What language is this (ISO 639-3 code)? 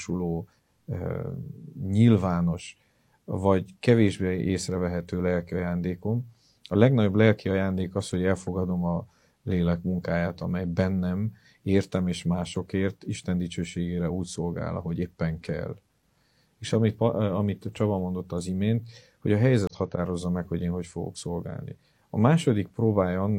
hun